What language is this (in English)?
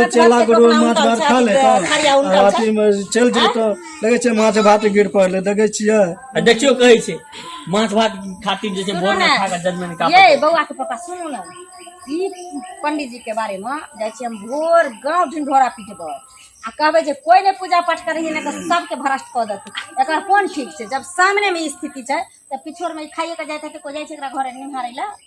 Maithili